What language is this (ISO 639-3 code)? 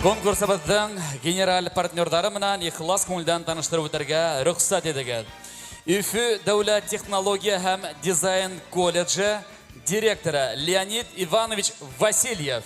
bak